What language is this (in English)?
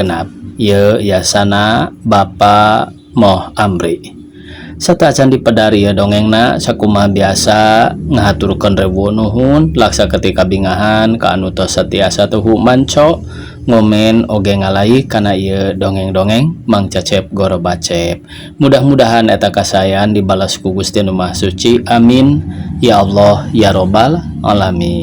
Sundanese